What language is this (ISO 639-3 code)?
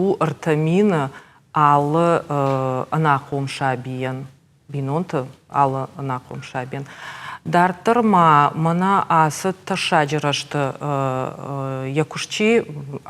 oss